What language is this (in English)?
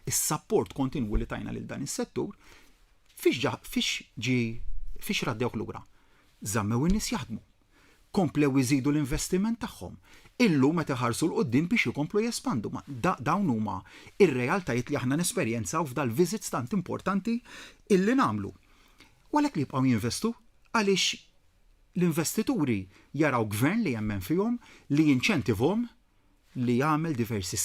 Maltese